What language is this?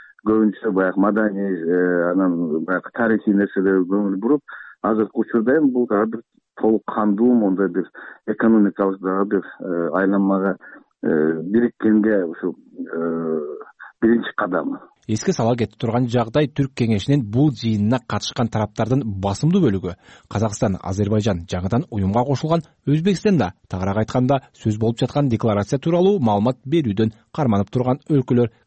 Kyrgyz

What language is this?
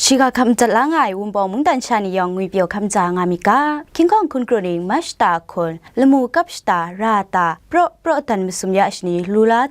Kachin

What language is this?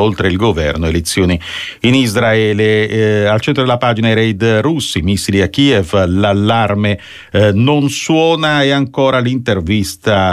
Italian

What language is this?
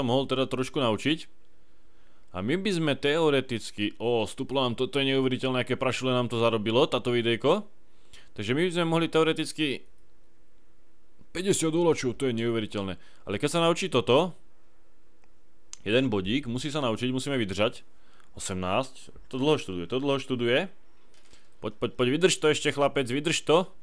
Slovak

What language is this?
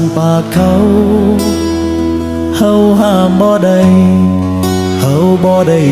Lao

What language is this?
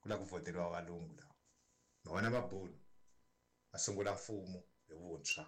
Tsonga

